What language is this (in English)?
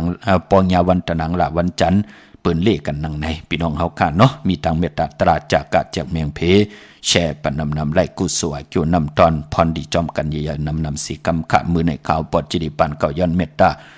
Shan